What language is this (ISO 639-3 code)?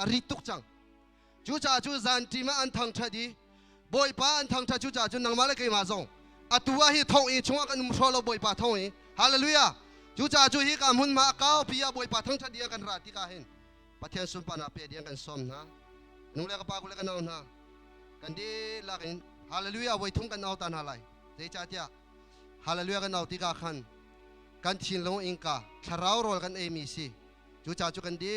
cnh